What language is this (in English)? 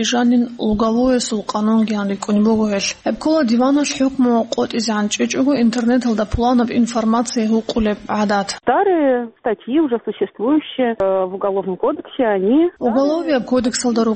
Avaric